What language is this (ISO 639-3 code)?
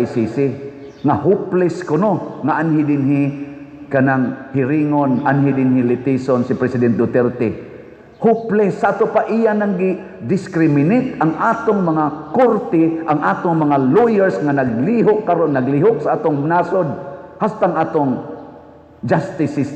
ceb